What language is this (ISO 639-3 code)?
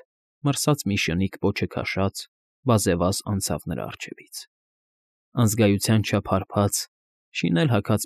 hye